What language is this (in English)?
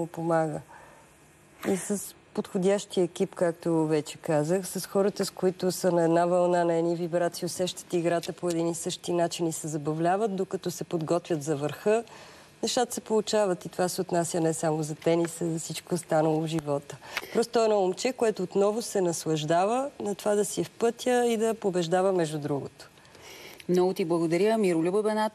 Bulgarian